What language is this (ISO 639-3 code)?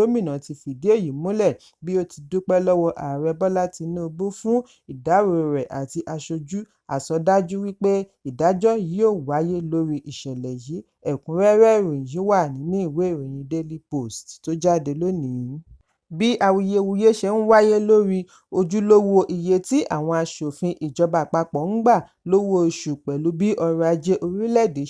yor